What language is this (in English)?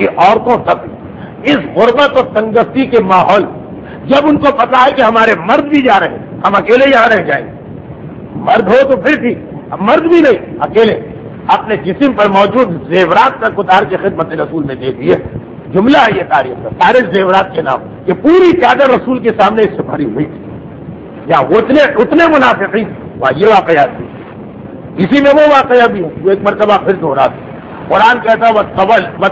Urdu